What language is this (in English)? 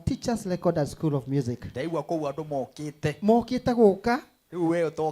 Kikuyu